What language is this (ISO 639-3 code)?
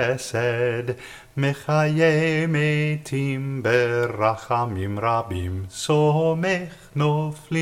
heb